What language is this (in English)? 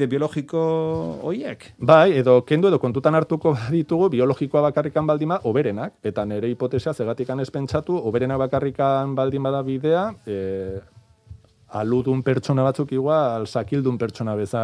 Basque